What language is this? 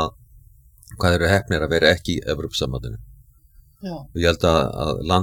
Icelandic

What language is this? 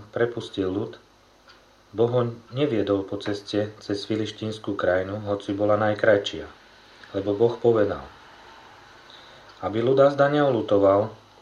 Slovak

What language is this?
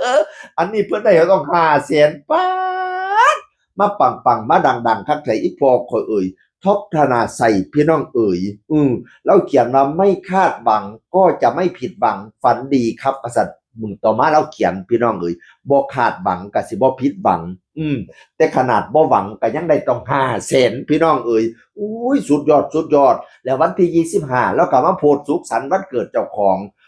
Northeastern Thai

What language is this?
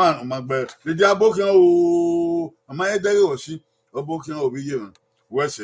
Bini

